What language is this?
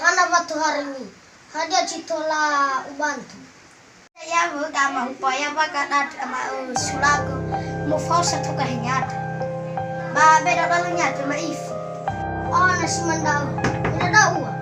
Nias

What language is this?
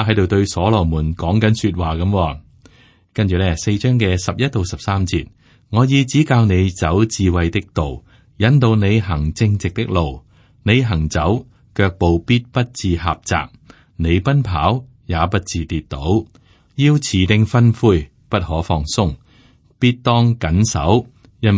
Cantonese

